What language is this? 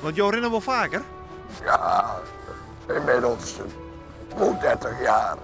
Western Frisian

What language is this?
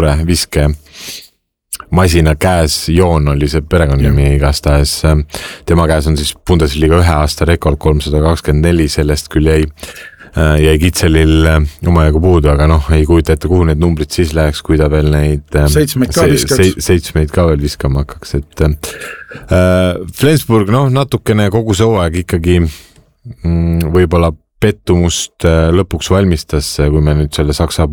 Estonian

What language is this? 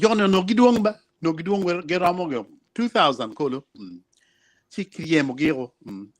Acoli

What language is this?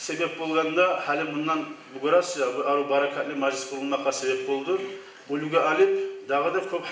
Kumyk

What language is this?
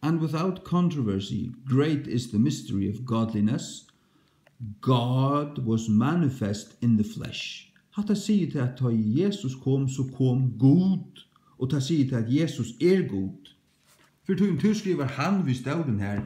Faroese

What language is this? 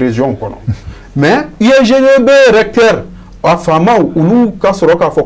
Bambara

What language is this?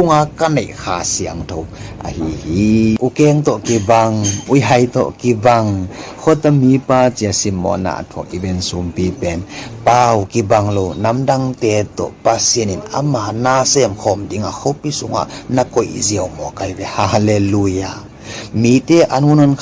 Tedim Chin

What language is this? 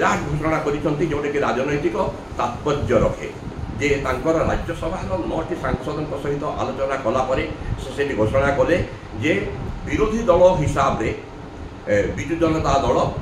Odia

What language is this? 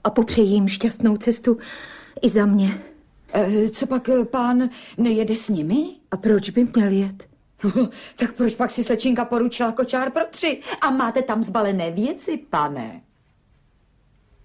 Czech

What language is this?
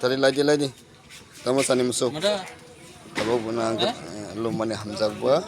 Kok Borok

